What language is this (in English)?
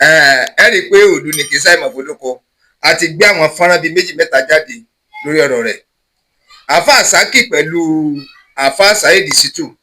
Yoruba